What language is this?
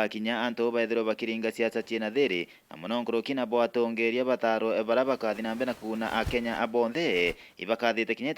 Meru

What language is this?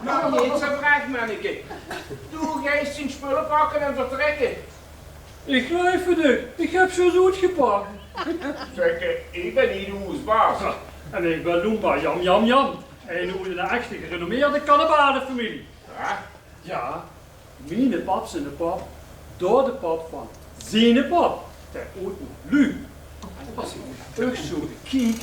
Limburgish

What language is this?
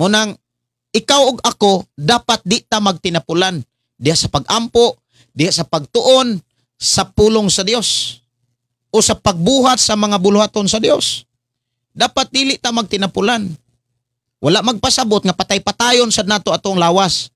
Cebuano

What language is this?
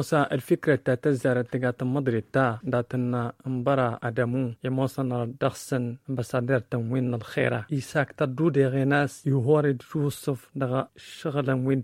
Tamasheq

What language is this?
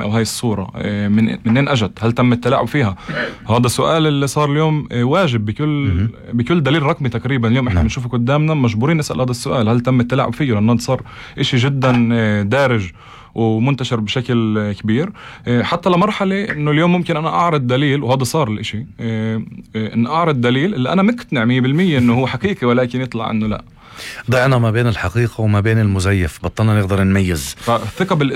North Levantine Arabic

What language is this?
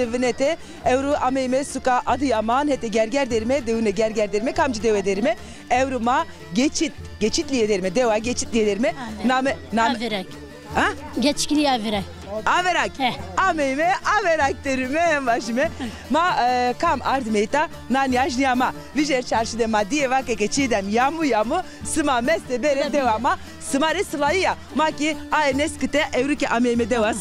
Zaza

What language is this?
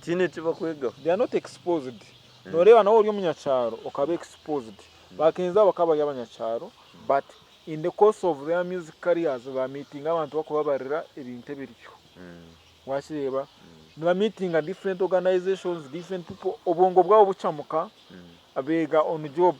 Nyankole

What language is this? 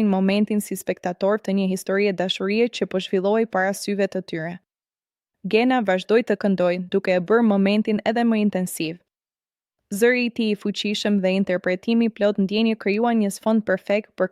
Albanian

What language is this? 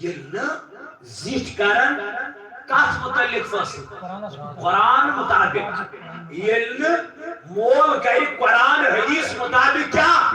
Kashmiri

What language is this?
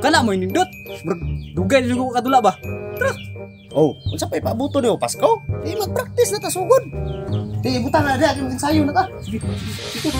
Cebuano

